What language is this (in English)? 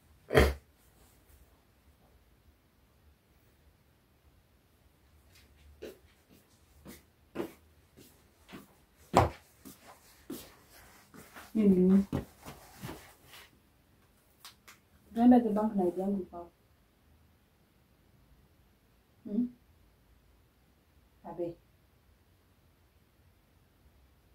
Swahili